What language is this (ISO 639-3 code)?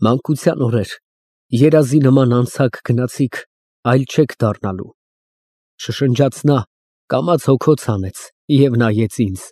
hye